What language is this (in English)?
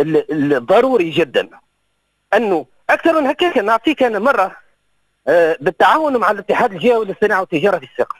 Tunisian Arabic